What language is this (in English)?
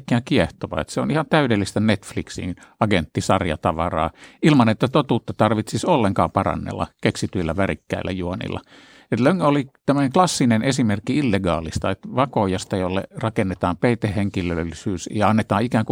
Finnish